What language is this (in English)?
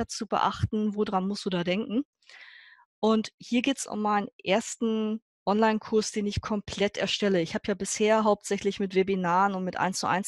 German